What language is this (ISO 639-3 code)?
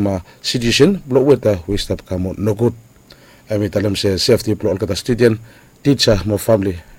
bis